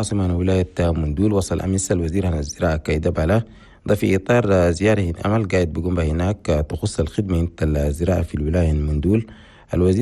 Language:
Chadian Arabic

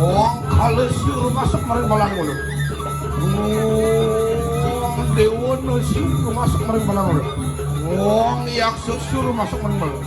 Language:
Balinese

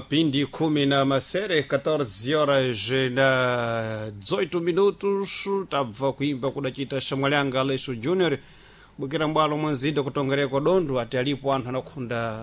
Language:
Sena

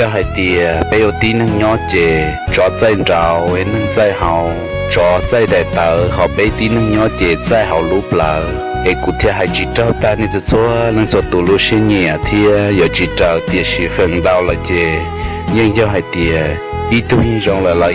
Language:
Hmong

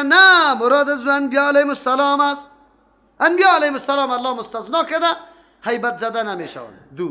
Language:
Persian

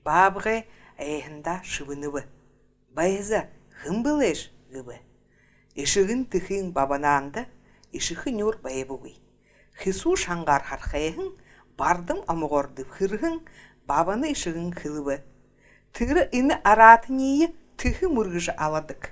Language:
Buriat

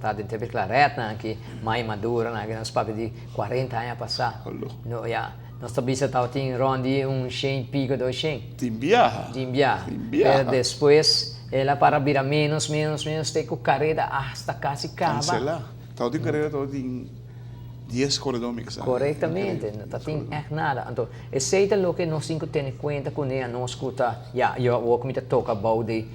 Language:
Papiamento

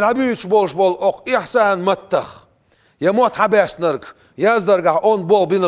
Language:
Chechen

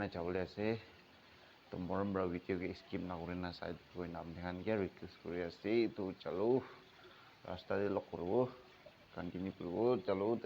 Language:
Naga Pidgin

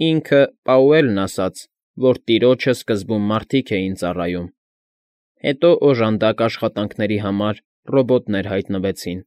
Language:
Armenian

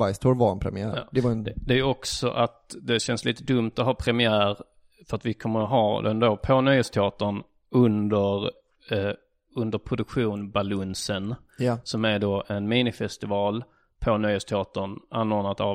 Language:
Swedish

